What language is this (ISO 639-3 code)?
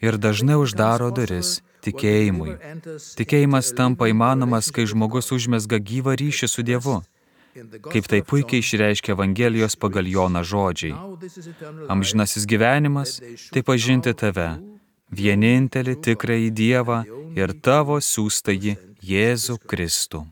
lit